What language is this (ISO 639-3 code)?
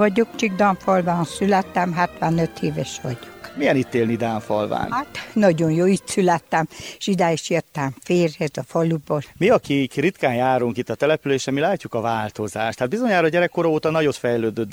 hun